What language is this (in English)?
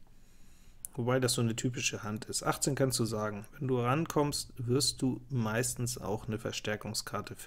German